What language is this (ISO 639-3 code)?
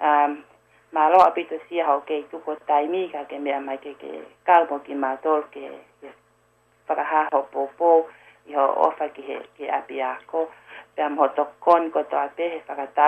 ton